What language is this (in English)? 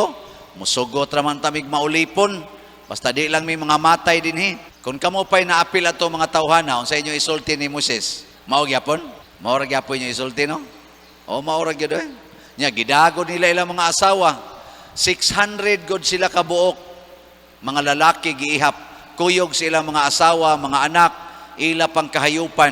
Cebuano